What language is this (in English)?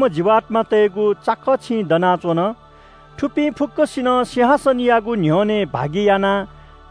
Newari